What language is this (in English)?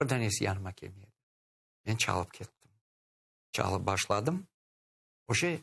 Crimean Tatar